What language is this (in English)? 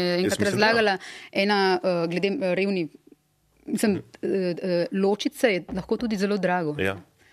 Slovenian